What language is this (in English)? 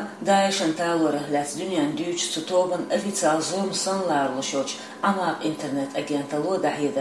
Chechen